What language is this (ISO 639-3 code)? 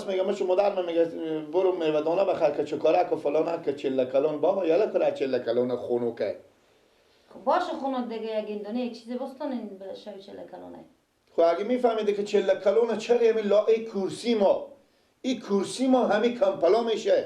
fas